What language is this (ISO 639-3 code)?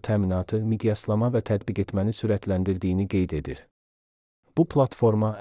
aze